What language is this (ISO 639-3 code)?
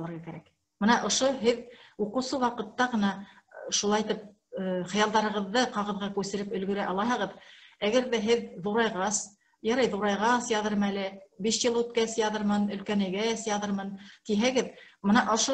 bak